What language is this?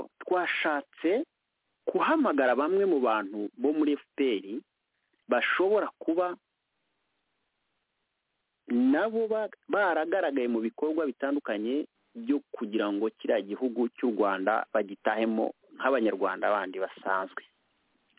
Kinyarwanda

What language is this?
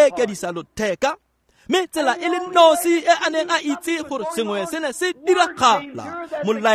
Tswana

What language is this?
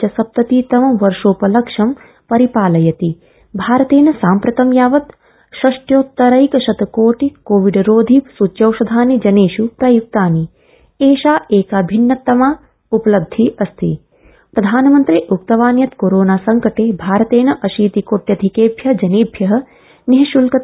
Sanskrit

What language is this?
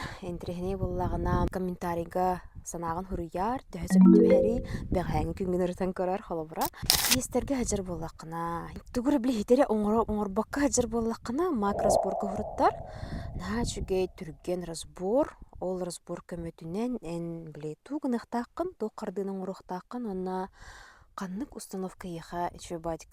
Yakut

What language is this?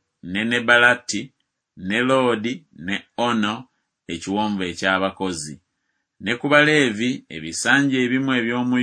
Ganda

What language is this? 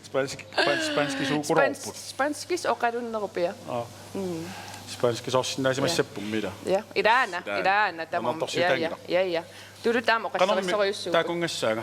Kalaallisut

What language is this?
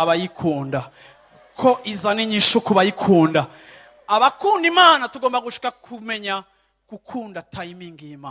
Rundi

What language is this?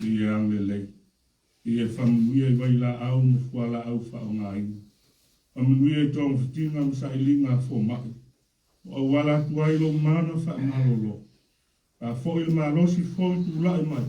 Samoan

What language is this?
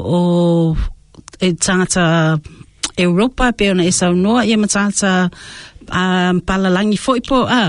Samoan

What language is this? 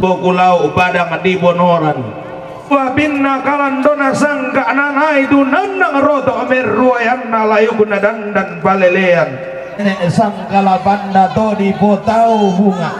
Toraja-Sa'dan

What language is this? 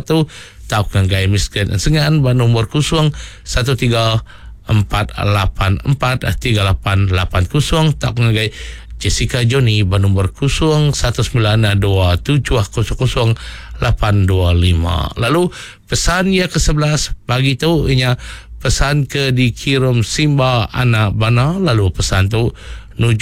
Iban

